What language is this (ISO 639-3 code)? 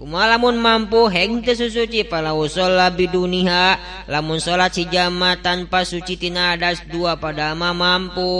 sun